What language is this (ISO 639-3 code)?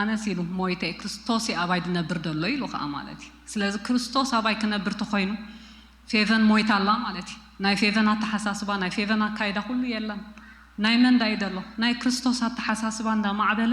tir